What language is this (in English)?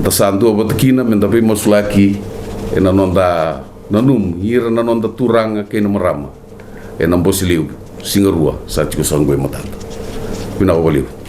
Fijian